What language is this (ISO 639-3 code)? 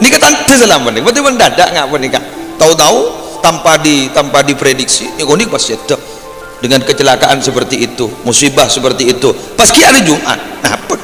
mad